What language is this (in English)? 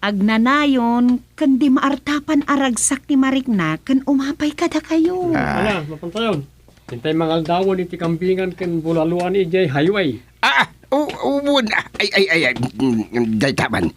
Iloko